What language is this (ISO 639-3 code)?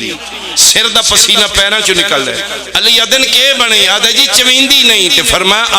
phr